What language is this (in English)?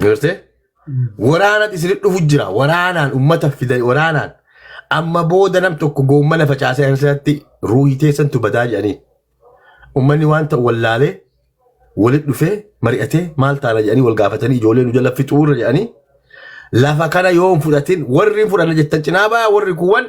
Oromo